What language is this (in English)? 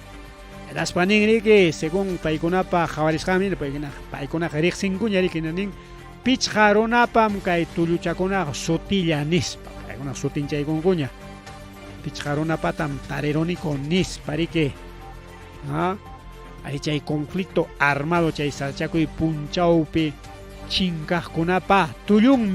Ayacucho Quechua